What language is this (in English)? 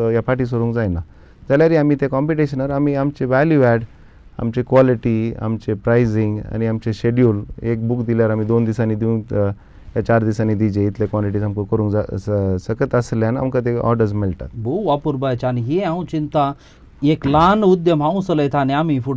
Konkani